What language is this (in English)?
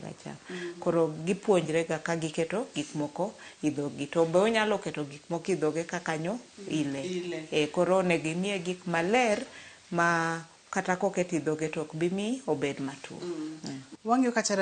Luo (Kenya and Tanzania)